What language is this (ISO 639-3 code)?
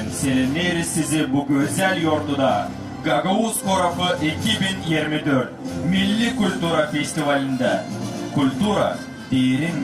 gag